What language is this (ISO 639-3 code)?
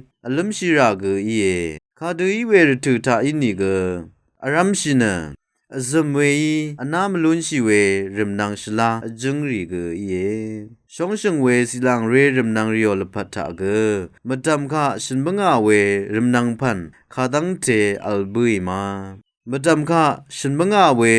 raw